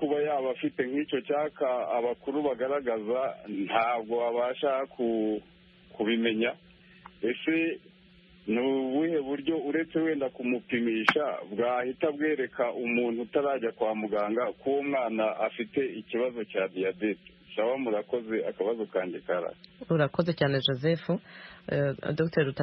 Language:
Kinyarwanda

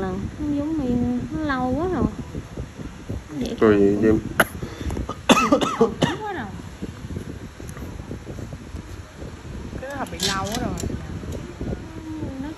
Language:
Vietnamese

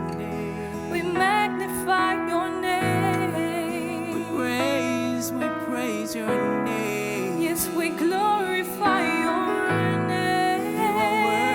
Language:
Morisyen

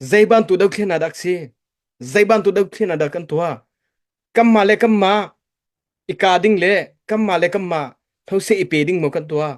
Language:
Hakha Chin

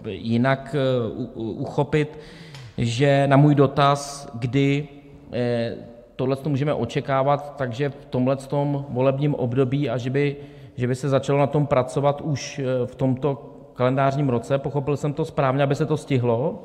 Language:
Czech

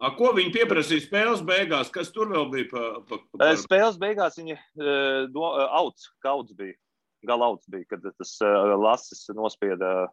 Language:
Latvian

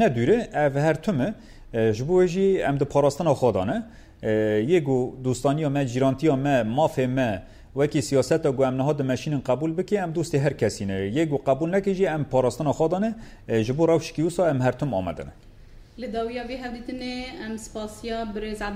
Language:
Kurdish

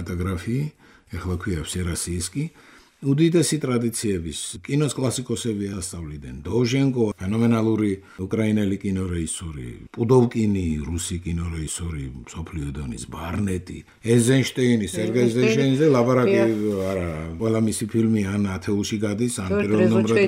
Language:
Georgian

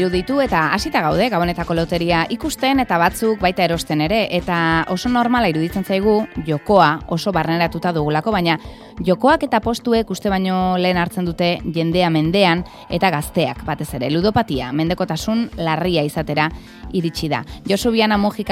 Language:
Basque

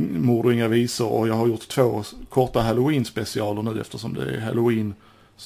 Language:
Swedish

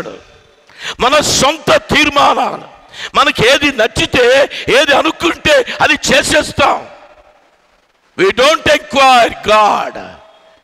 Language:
Telugu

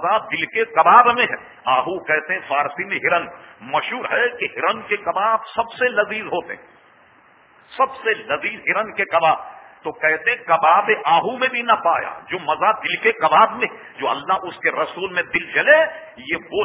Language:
Urdu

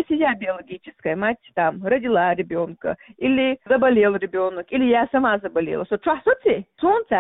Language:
Chechen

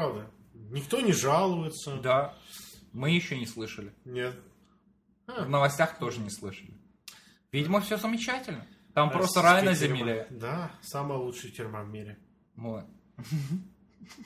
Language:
Russian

